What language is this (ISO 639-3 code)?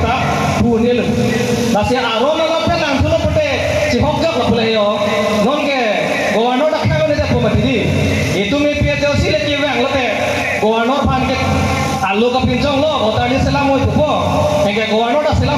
mjw